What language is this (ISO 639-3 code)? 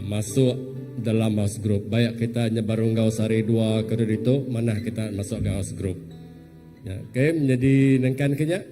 iba